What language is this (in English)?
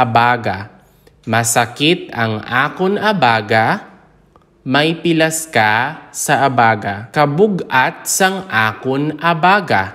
Hiligaynon